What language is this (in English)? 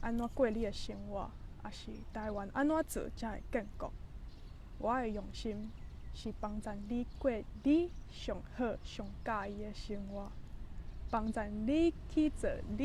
Min Nan Chinese